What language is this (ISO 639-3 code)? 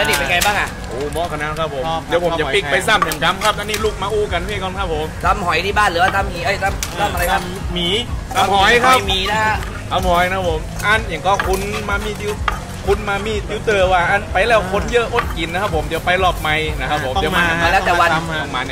tha